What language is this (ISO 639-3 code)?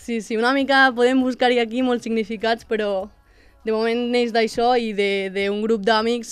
cat